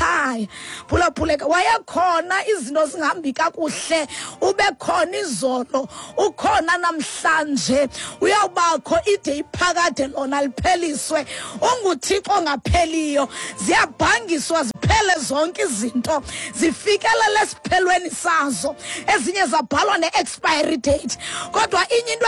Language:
Xhosa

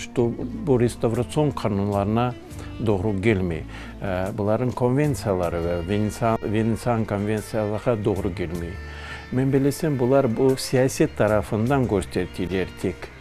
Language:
Crimean Tatar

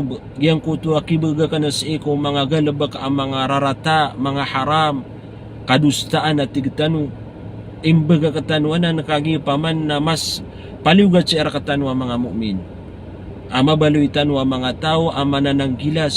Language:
Maranao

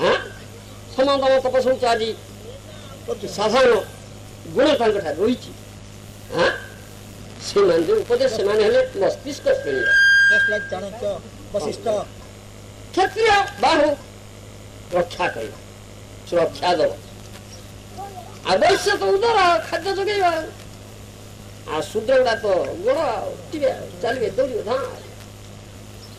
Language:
Odia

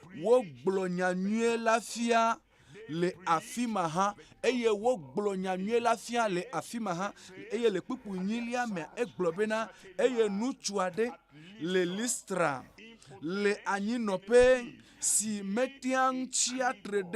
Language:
Ewe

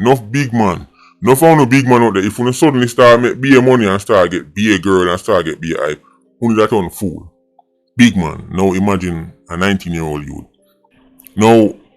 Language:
Jamaican Creole English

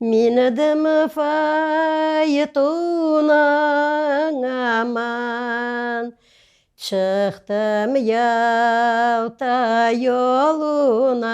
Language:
Crimean Tatar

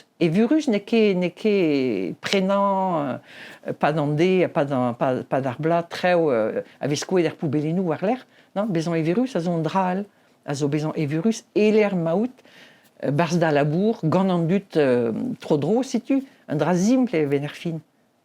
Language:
Breton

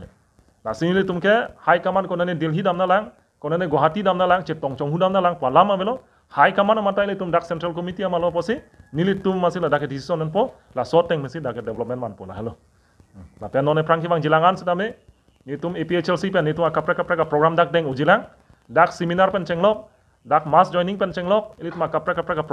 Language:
Karbi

